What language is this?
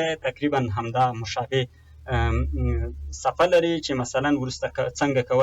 Pashto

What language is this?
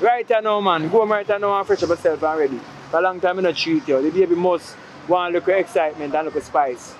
Jamaican Creole English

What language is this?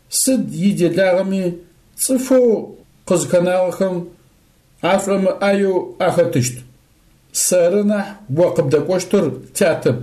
Adyghe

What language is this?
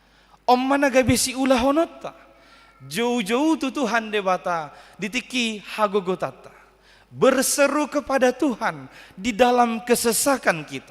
Batak Toba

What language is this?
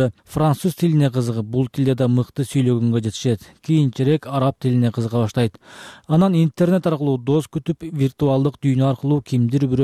Kyrgyz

